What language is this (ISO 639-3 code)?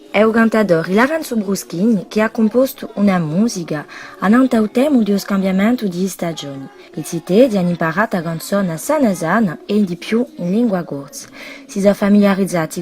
cos